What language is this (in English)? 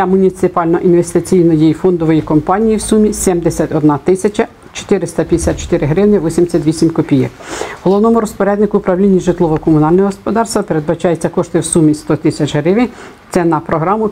Ukrainian